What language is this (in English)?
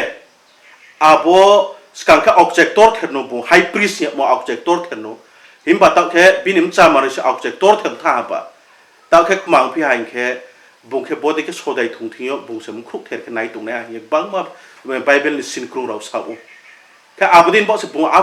Riang (India)